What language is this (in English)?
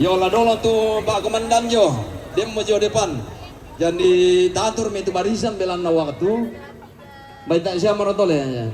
Toraja-Sa'dan